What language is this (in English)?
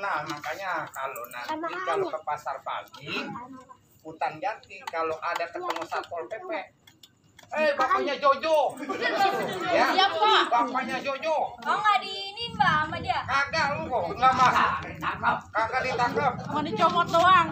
Betawi